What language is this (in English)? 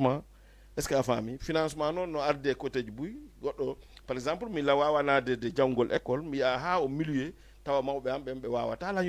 Fula